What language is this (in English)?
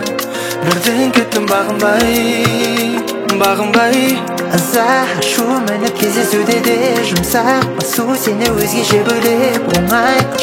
Kazakh